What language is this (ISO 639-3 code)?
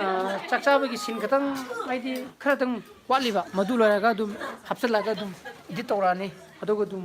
mni